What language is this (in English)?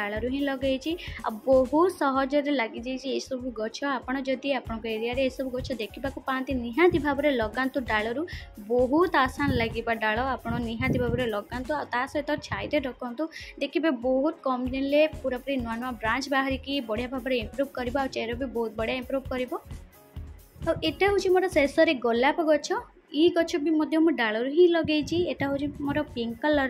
Odia